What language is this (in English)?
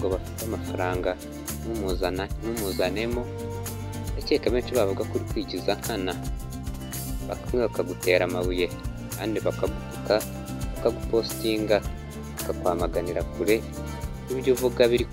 Kinyarwanda